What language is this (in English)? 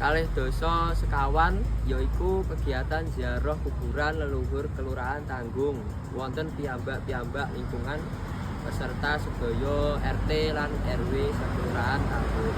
Javanese